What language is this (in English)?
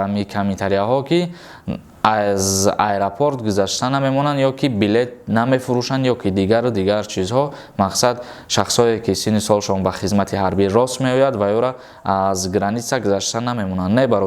Tajik